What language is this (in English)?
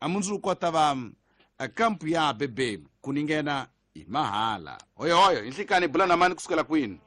Tsonga